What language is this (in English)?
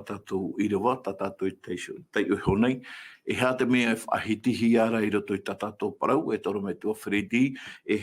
Tahitian